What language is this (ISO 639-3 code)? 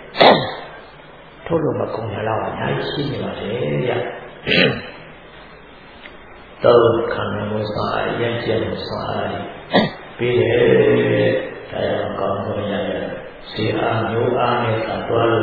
mya